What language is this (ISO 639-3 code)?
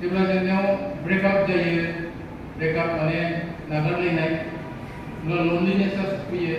brx